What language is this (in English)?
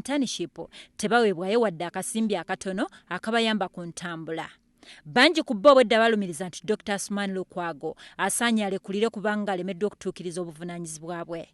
Ganda